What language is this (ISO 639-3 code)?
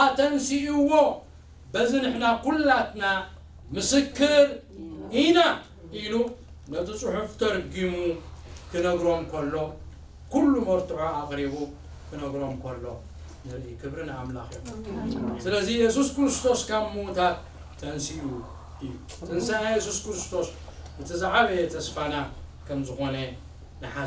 tir